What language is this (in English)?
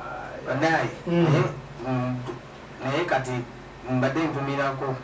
Ganda